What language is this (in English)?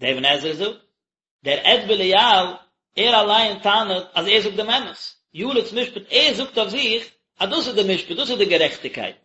Yiddish